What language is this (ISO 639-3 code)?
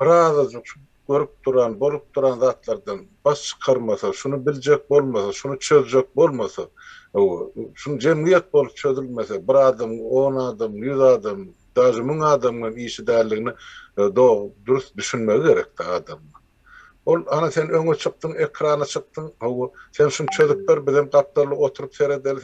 tuk